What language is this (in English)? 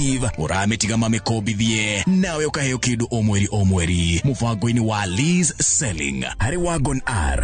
Kikuyu